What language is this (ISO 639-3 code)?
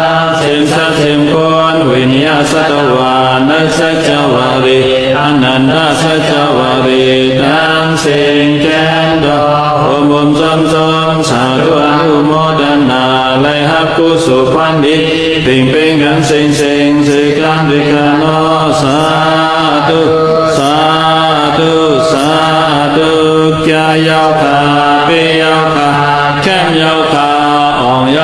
shn